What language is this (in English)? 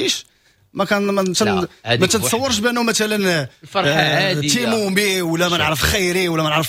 Moroccan Arabic